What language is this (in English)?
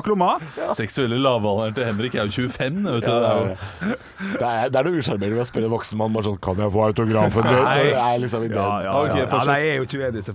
Norwegian